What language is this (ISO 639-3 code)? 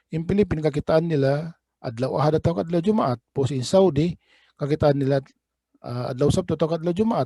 tsg